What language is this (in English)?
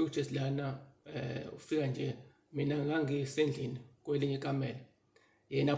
Zulu